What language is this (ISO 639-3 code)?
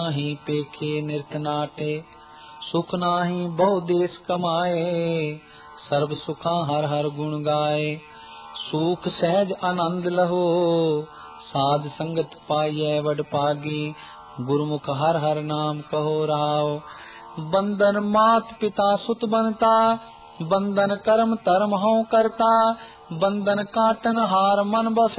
pan